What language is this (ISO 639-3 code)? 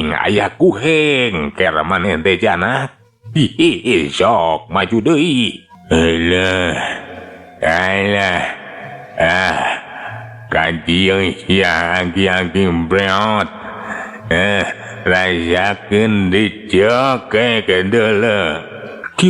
sun